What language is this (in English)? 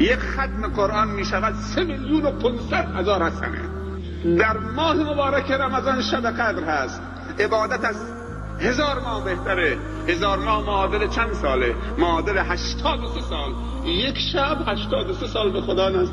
Persian